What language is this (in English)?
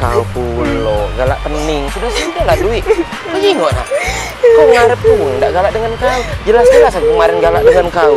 Musi